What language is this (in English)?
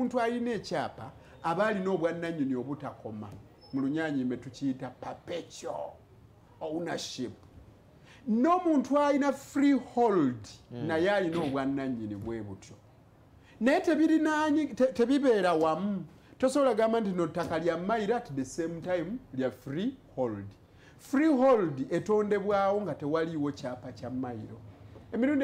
Ganda